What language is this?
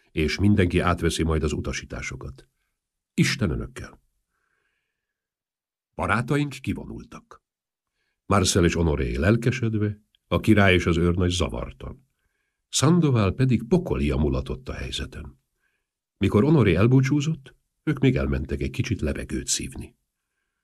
Hungarian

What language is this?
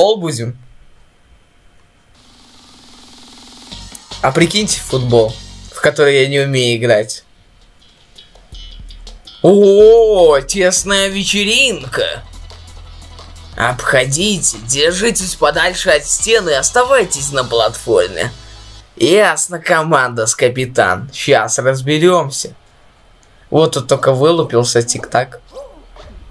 Russian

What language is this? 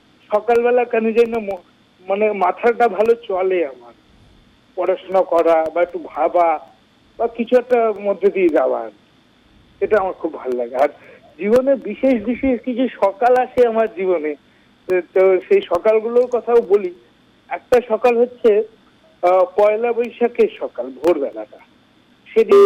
Bangla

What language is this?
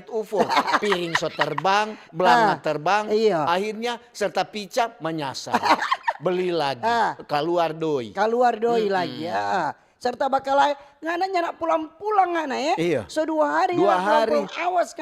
Manado Malay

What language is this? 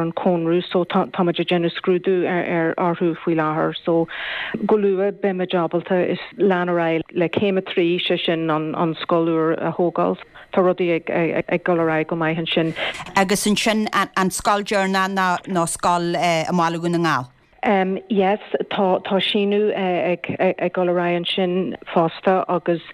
Irish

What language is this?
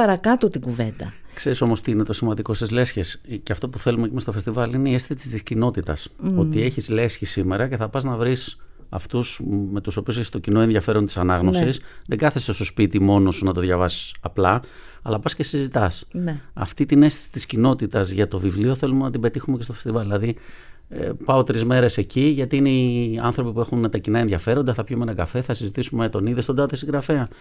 Greek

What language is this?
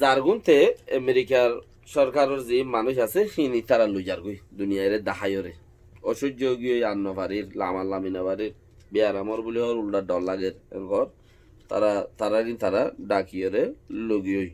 Rohingya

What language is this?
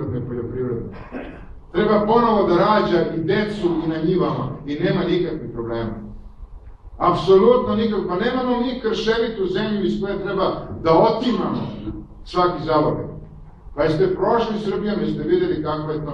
Serbian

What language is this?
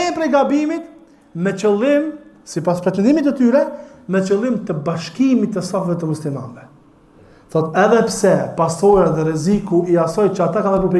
Albanian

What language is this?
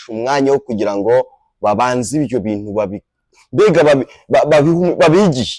Kinyarwanda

